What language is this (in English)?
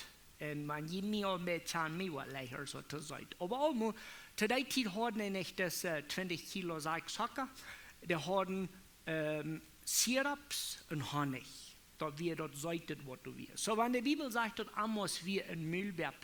Plautdietsch